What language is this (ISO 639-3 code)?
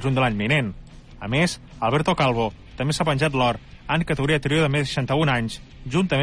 cat